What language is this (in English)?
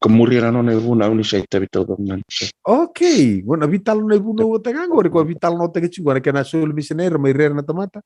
Fijian